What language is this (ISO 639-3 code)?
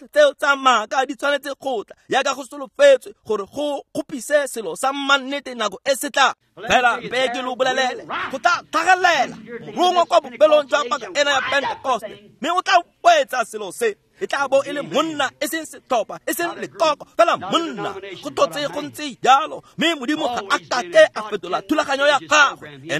tsn